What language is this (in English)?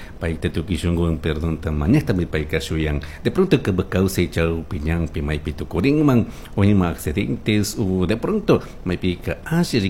Chimborazo Highland Quichua